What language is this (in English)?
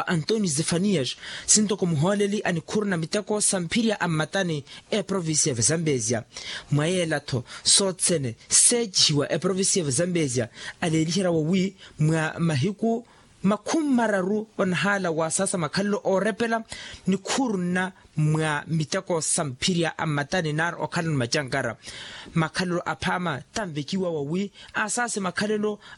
Makhuwa